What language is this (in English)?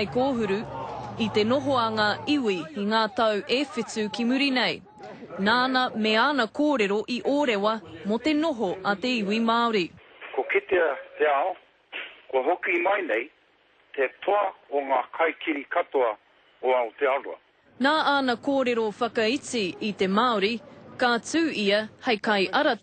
Māori